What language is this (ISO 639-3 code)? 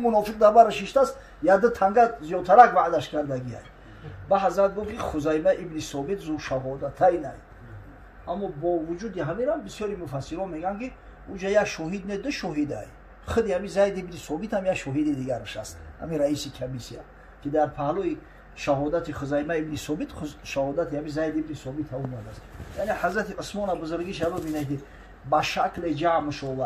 tgk